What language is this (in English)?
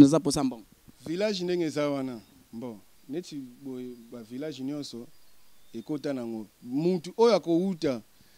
Lingala